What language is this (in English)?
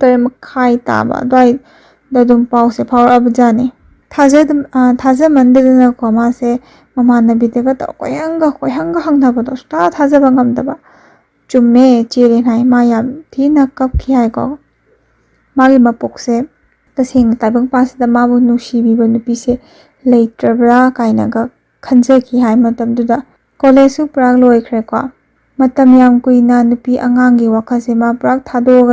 Manipuri